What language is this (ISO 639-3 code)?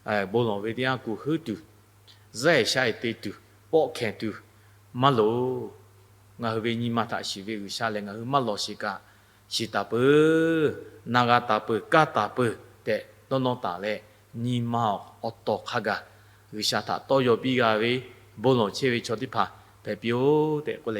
lhu